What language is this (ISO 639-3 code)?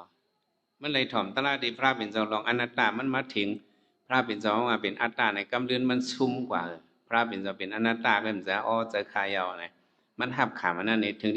shn